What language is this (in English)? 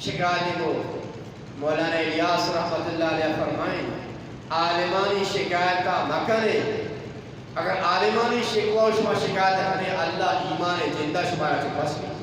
Eastern Balochi